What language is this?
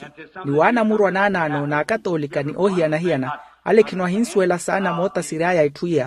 Makhuwa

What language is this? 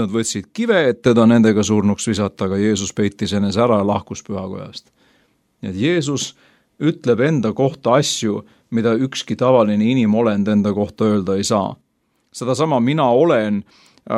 Estonian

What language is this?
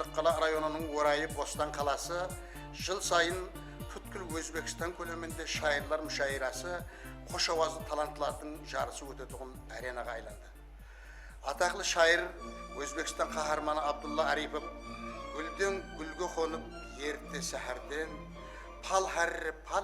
Kara-Kalpak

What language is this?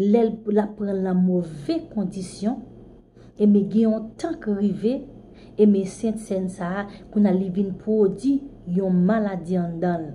Haitian Creole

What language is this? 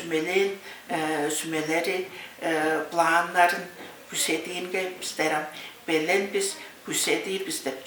Tuvinian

